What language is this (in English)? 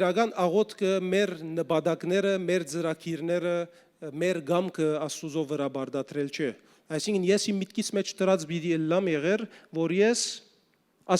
Western Armenian